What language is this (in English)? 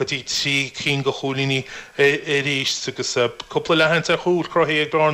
Irish